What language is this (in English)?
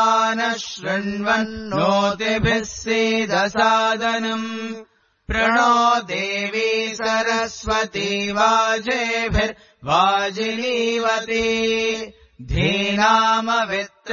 Sanskrit